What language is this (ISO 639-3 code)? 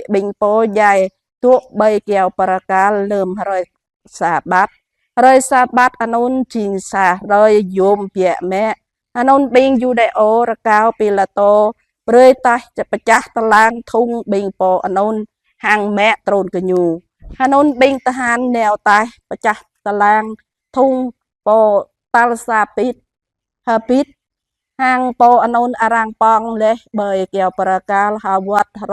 jra